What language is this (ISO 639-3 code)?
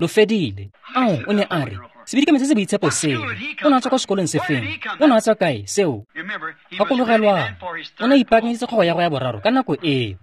tsn